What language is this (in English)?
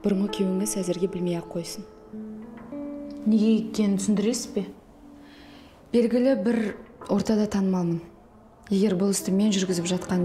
Kazakh